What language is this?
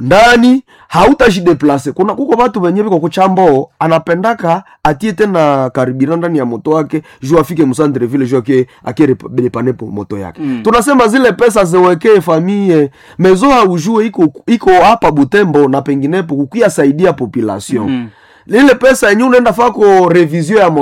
Swahili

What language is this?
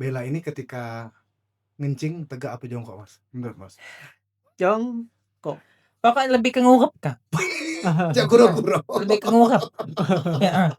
Musi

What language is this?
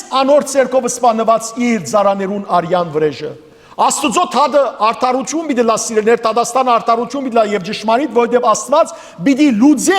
Western Armenian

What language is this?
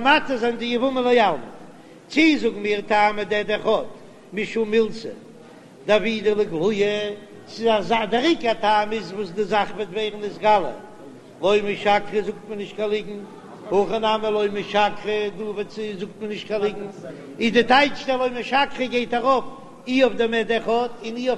Yiddish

